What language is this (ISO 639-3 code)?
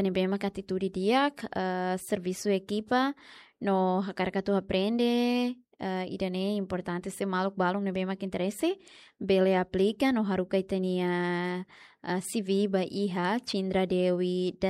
tet